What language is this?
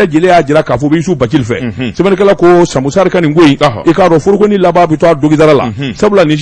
Bambara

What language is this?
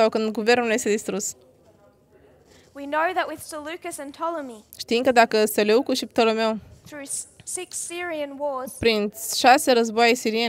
Romanian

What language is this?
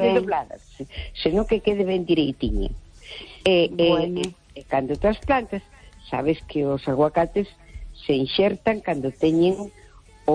Galician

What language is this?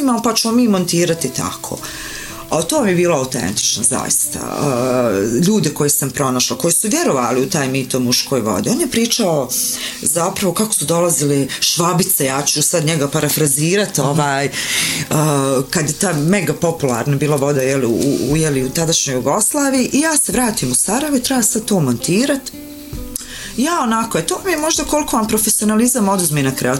Bosnian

